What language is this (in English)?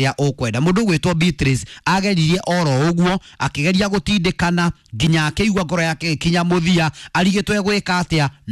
Kikuyu